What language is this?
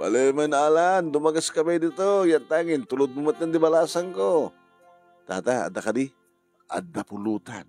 Iloko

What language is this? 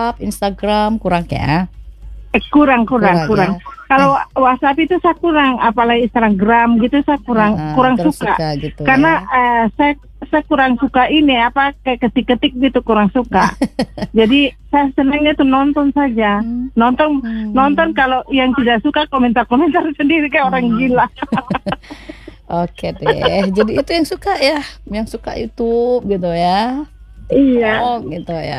Indonesian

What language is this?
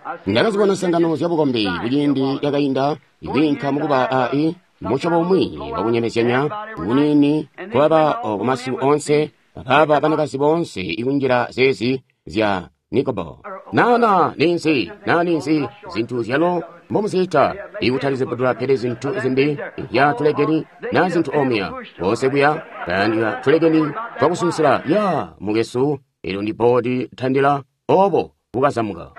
Tonga (Zambia)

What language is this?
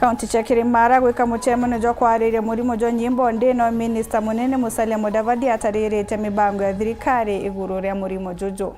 Meru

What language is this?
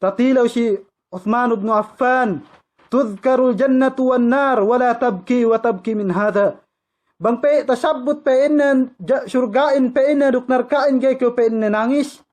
Yakan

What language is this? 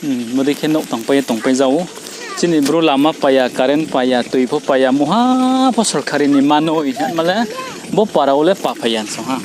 Riang (India)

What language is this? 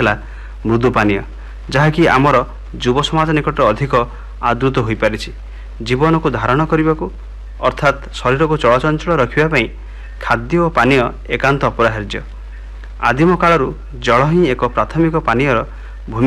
Odia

